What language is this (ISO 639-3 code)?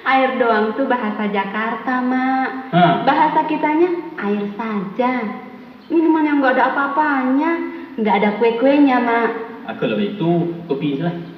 min